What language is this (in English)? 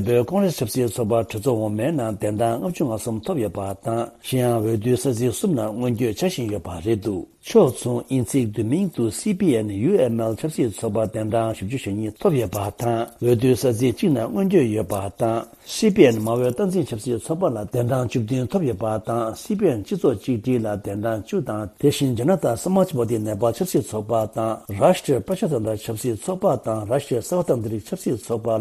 Tibetan